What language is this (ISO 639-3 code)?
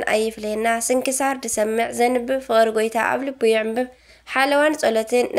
tir